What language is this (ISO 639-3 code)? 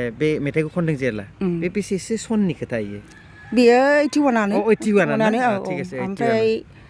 brx